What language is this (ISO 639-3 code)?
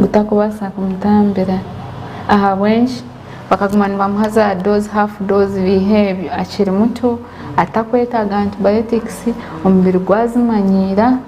nyn